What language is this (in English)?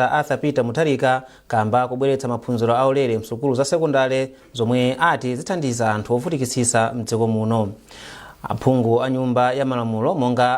Nyanja